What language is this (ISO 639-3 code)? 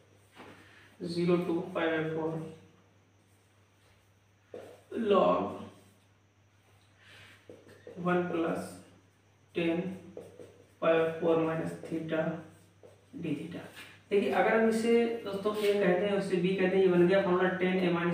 hin